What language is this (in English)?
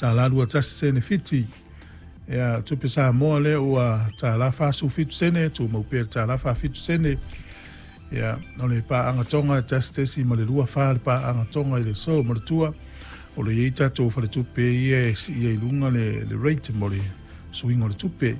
Samoan